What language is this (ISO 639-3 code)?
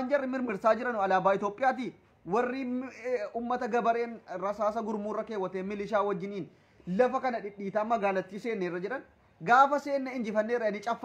orm